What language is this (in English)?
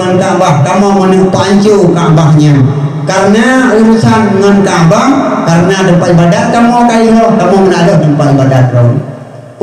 Achinese